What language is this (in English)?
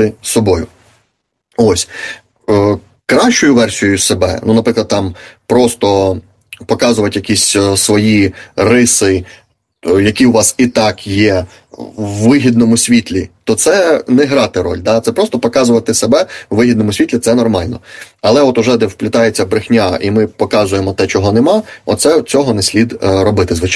Ukrainian